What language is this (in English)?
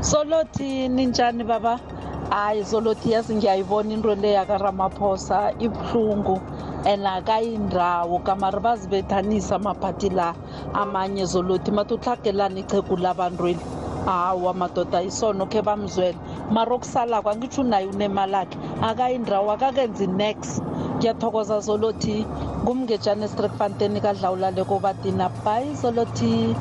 South Ndebele